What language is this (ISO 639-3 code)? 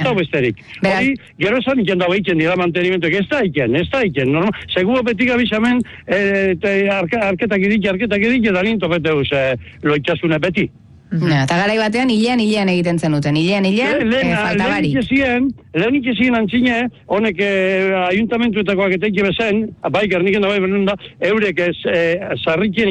eus